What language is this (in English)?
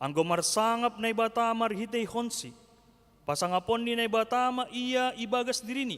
Batak Simalungun